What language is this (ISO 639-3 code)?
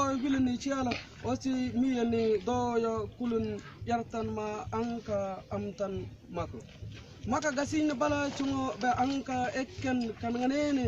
mfz